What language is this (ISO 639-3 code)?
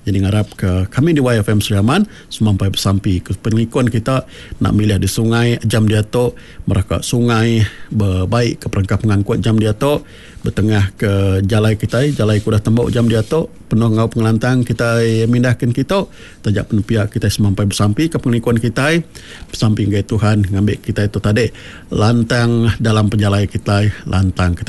iba